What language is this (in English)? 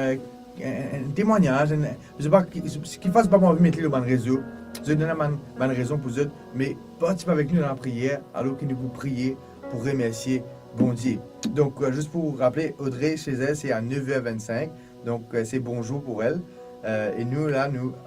Morisyen